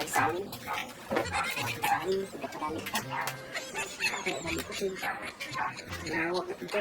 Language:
Cebuano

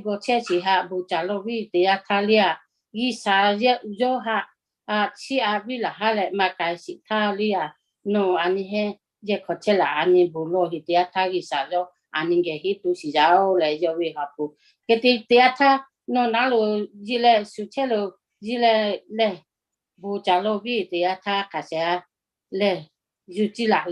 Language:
Lahu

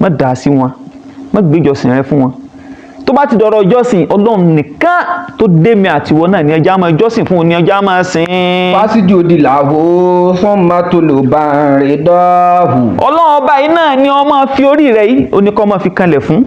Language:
Yoruba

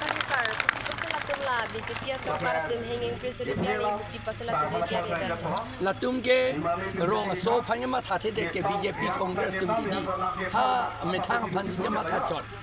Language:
Karbi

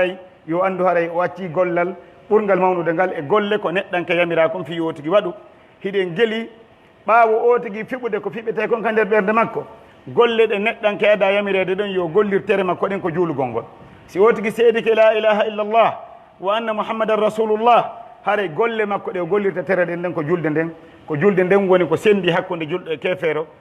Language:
Pular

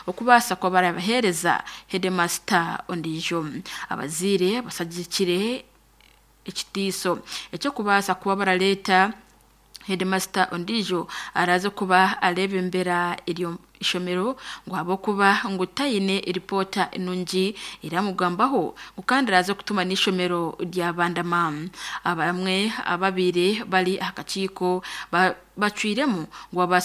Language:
Nyankole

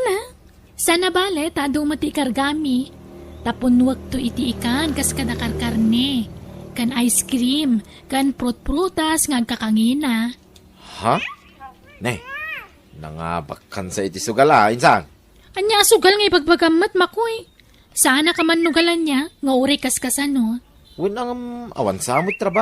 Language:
Iloko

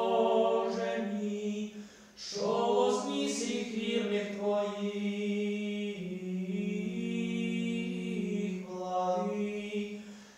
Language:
Ukrainian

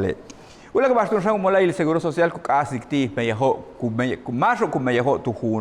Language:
Yucateco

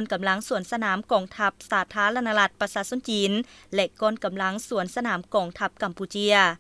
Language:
Lao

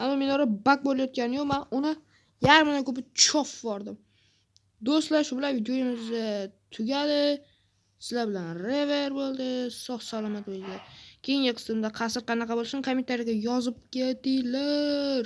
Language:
Uzbek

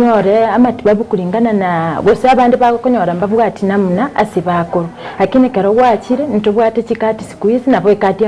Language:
Gusii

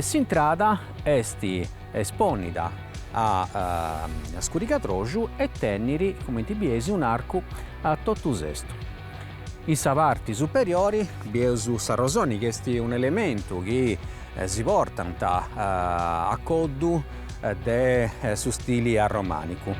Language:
Sardinian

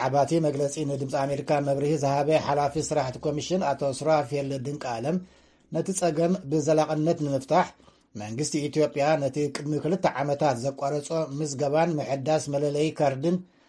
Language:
Tigrinya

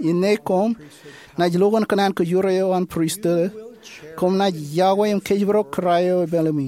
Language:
Marshallese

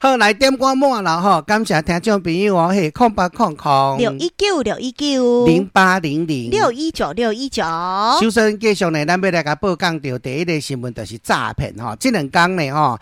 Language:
Min Nan Chinese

